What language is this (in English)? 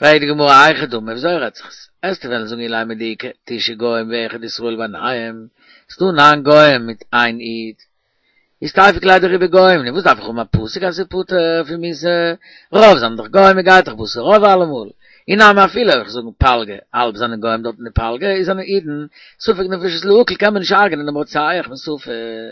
Yiddish